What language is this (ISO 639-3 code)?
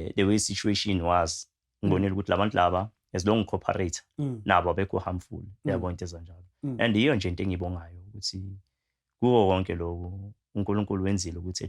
zul